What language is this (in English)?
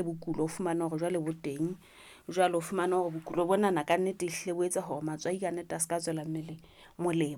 Southern Sotho